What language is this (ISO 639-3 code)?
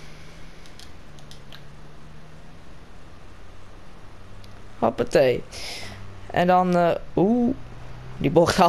nld